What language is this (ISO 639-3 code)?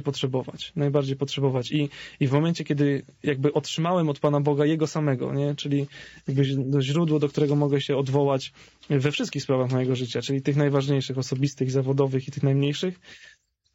pol